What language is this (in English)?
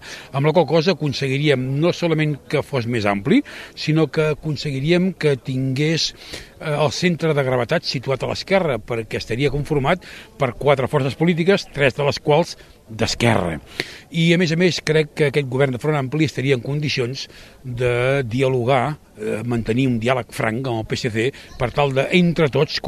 Catalan